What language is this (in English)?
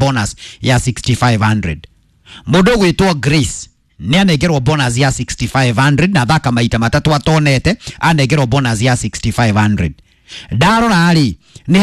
Kikuyu